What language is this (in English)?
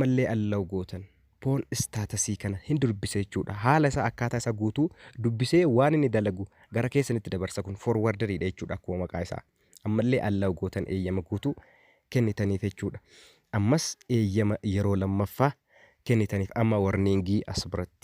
Oromo